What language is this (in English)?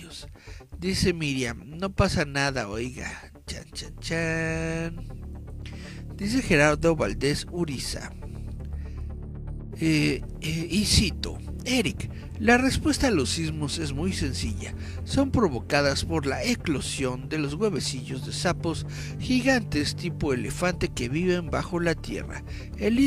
Spanish